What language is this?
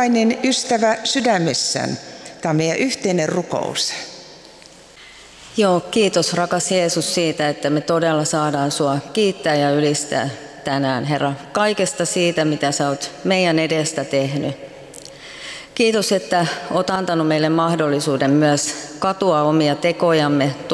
Finnish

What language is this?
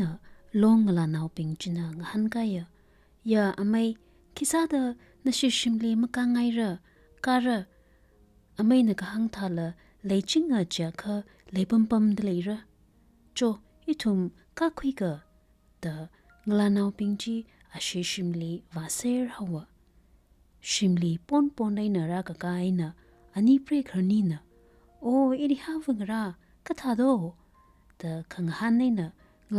Tangkhul Naga (India)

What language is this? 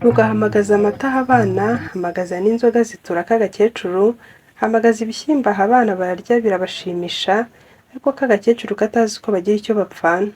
Kinyarwanda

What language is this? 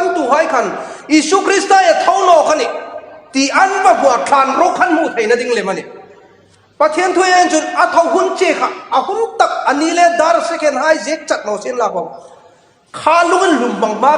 Hmar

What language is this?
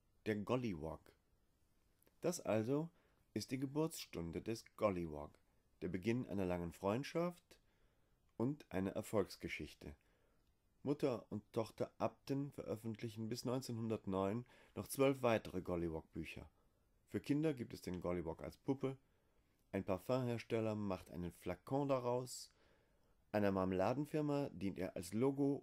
German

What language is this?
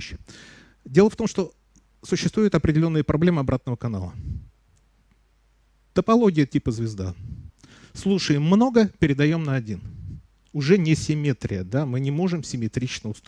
Russian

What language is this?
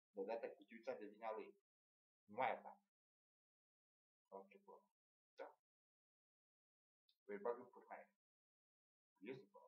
Romanian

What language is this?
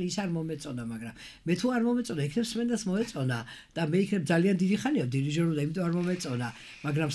Georgian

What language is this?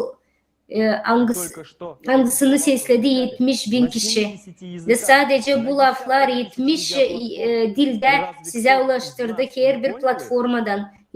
Gagauz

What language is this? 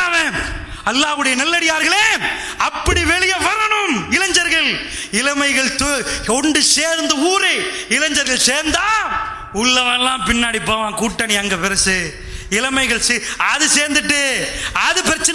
Tamil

